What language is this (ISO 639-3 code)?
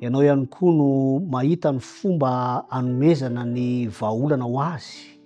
mlg